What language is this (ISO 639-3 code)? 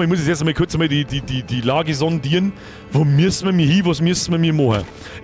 bar